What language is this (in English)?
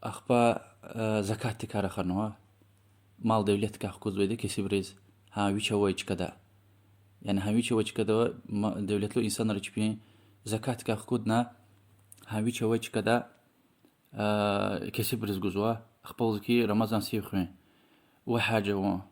Lezghian